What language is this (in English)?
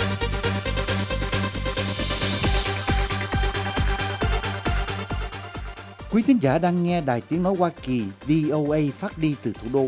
Vietnamese